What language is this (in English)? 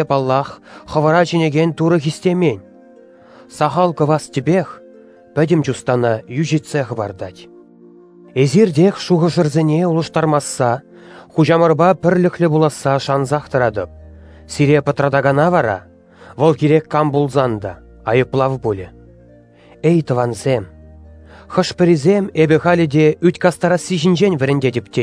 Chuvash